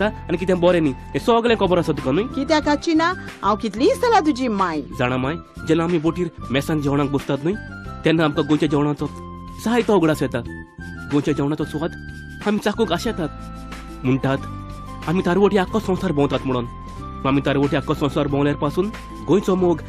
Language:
Konkani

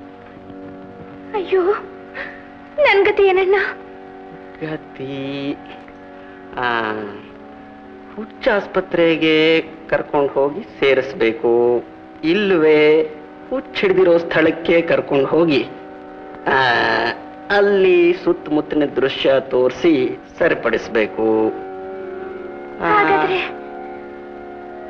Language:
Kannada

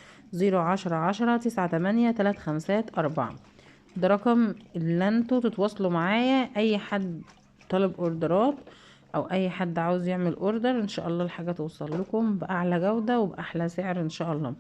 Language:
Egyptian Arabic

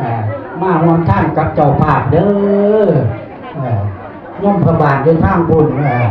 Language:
Northeastern Thai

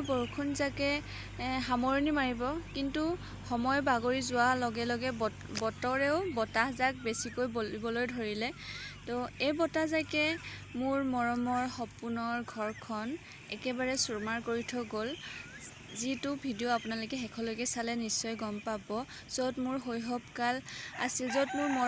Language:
Assamese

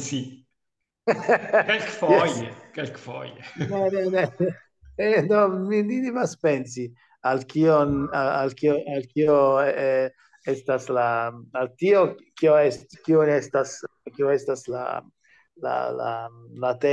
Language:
Esperanto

